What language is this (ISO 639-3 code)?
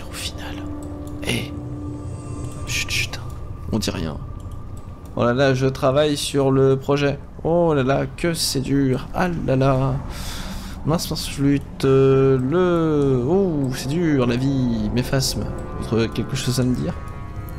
fra